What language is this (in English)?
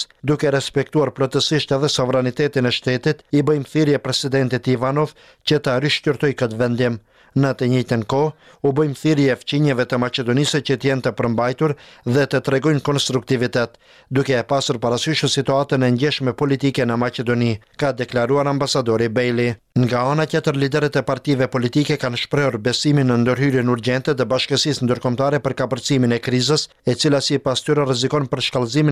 Albanian